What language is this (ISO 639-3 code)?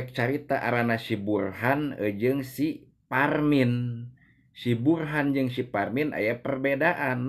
sun